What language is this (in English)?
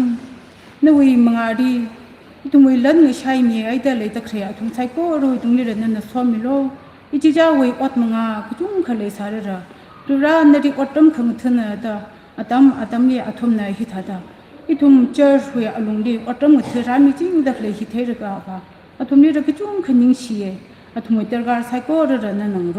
Tangkhul Naga (India)